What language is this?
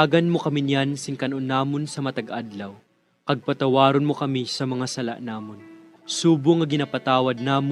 Hiligaynon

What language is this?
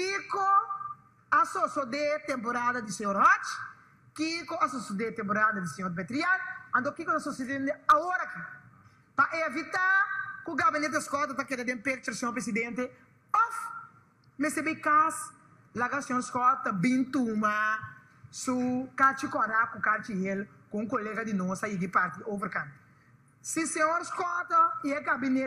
Papiamento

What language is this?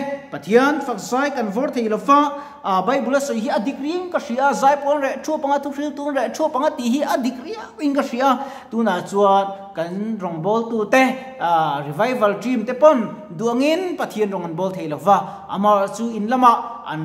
Mizo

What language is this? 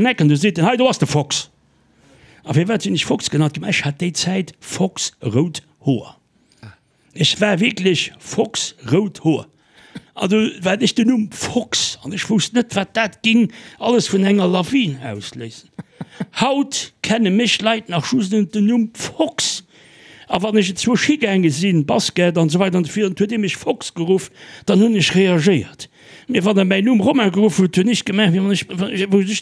Luxembourgish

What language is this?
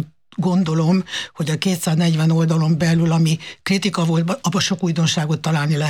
Hungarian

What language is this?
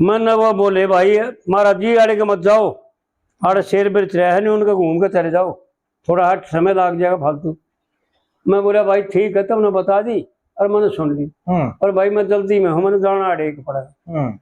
Haryanvi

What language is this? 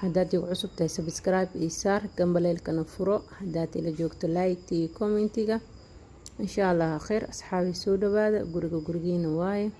Somali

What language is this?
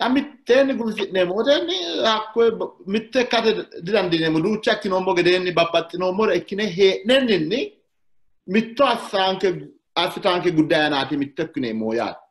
Sidamo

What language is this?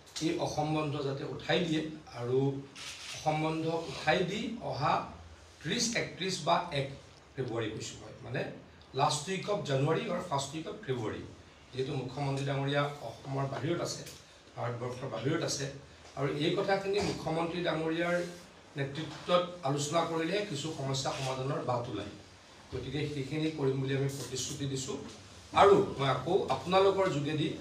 Assamese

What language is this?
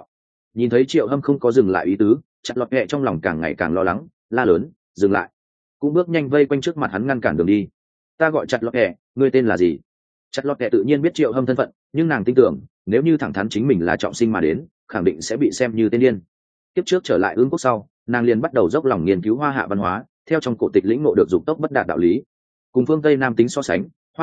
Vietnamese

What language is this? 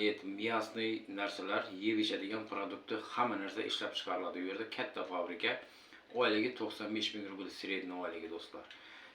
Uzbek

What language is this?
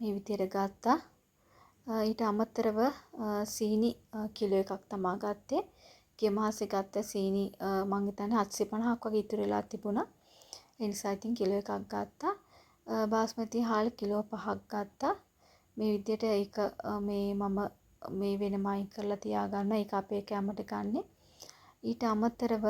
Sinhala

